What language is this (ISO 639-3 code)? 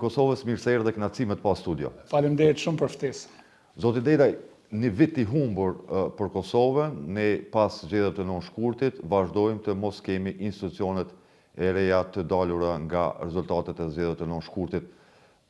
sqi